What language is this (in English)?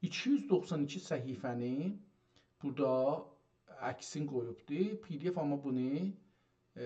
South Azerbaijani